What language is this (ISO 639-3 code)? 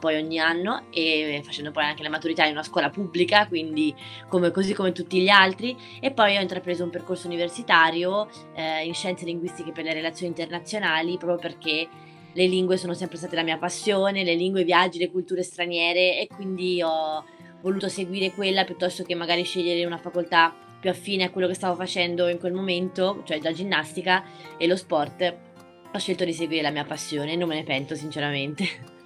ita